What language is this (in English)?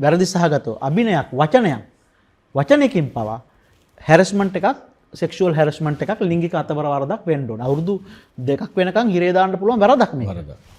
Sinhala